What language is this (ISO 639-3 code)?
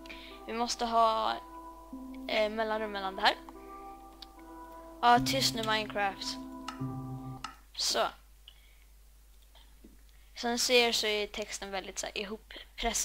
swe